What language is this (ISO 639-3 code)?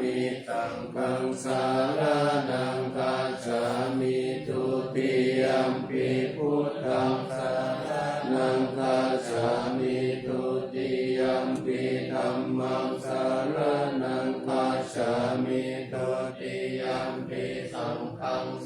pli